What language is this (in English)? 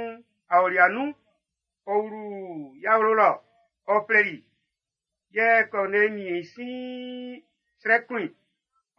Baoulé